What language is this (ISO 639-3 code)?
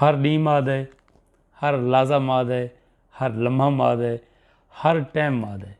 skr